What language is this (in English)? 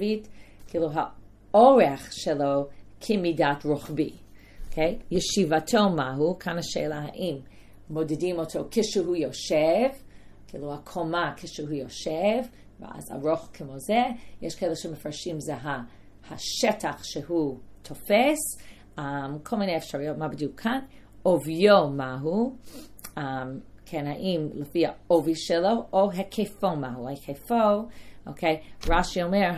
Hebrew